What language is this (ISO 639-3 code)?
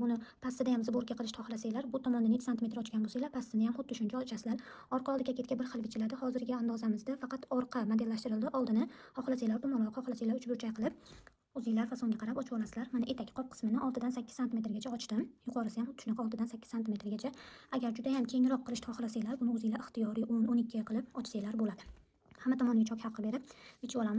uzb